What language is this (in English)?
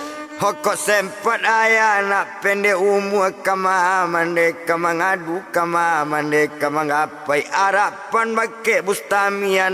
Minangkabau